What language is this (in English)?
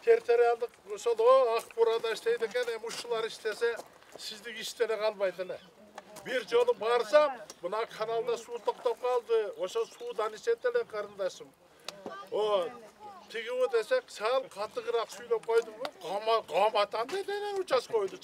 Kyrgyz